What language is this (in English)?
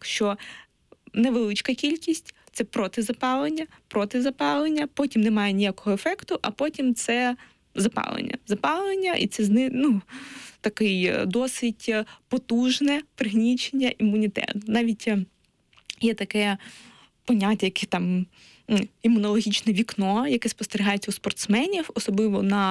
Ukrainian